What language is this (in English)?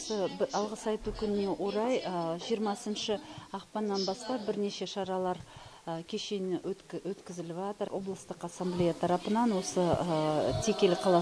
Kazakh